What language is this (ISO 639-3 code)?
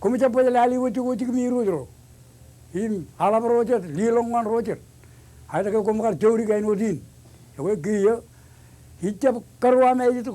mah